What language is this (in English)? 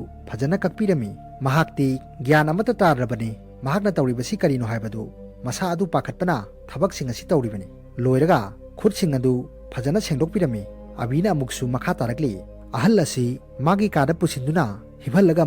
Manipuri